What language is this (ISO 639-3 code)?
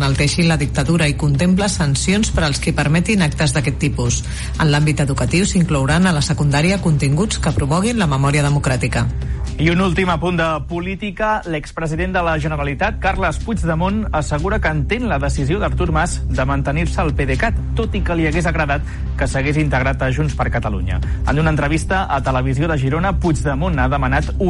cat